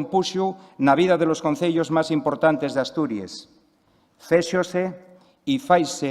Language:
Asturian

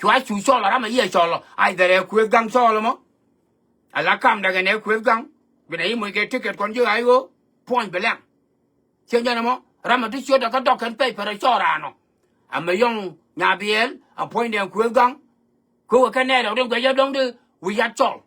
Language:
Nuer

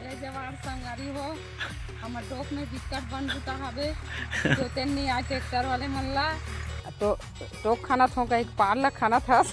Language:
Chhattisgarhi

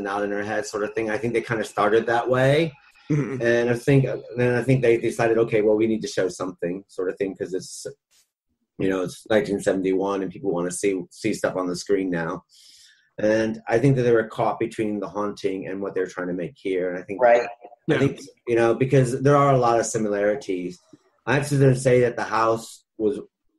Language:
English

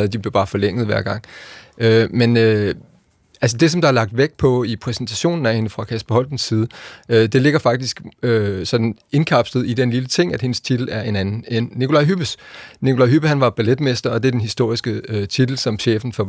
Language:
Danish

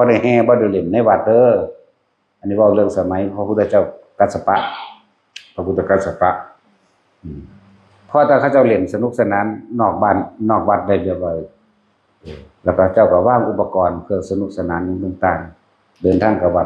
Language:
Northeastern Thai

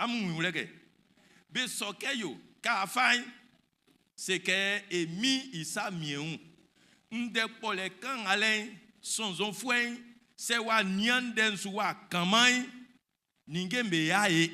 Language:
Baoulé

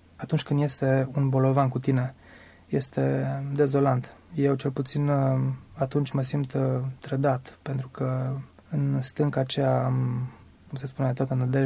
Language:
Romanian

